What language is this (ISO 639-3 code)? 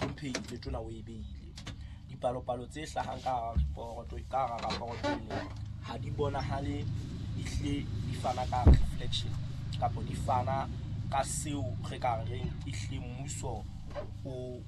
sot